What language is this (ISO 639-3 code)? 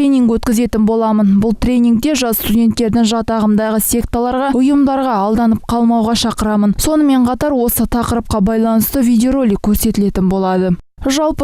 kaz